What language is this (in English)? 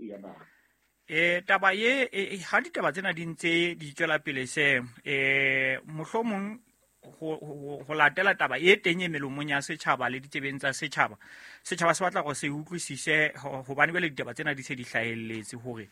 Southern Sotho